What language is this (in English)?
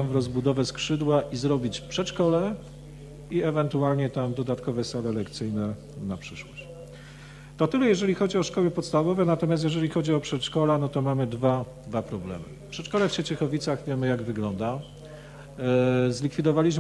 Polish